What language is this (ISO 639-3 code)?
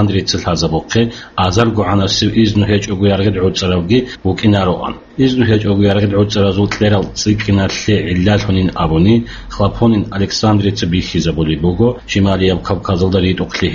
ava